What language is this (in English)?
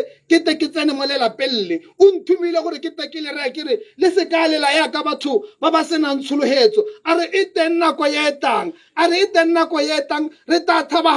Tswana